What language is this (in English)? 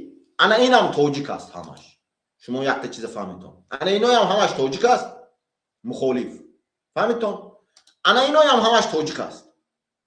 Tajik